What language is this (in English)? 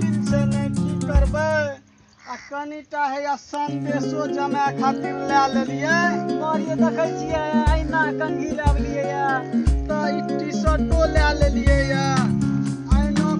Maithili